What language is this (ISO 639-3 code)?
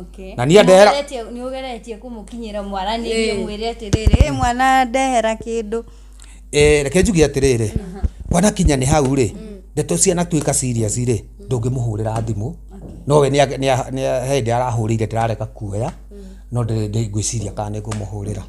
kik